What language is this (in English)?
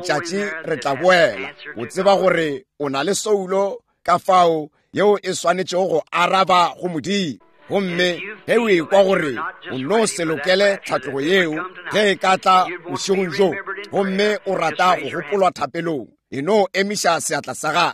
Northern Sotho